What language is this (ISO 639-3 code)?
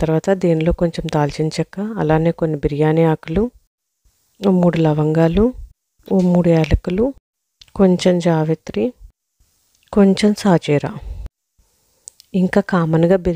tel